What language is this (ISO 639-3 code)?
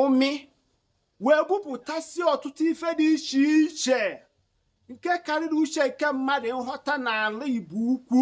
ibo